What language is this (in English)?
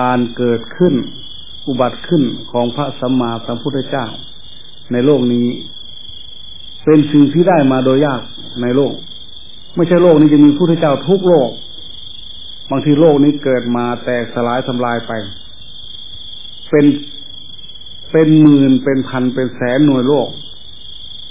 Thai